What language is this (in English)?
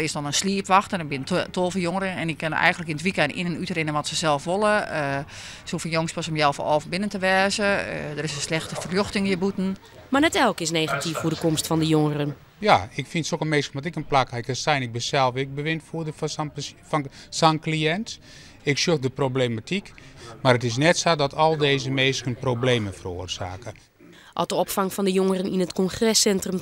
Western Frisian